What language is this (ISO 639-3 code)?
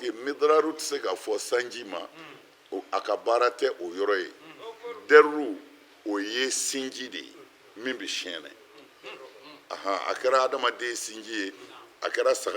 bam